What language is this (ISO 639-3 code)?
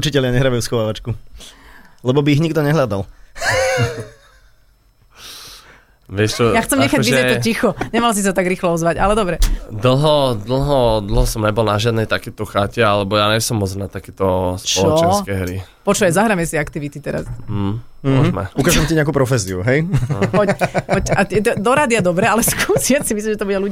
slk